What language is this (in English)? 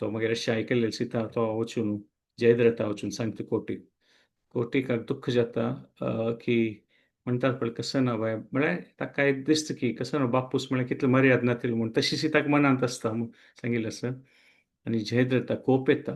Konkani